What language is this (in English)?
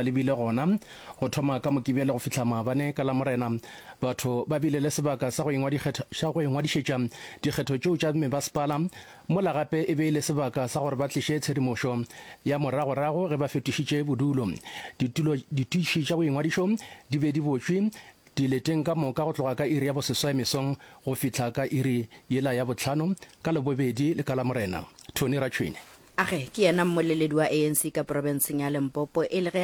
Northern Sotho